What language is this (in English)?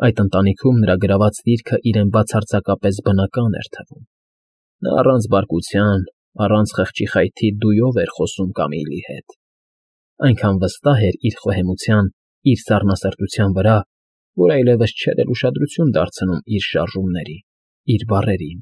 Armenian